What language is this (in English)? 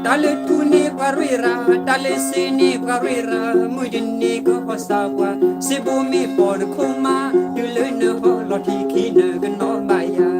S'gaw Karen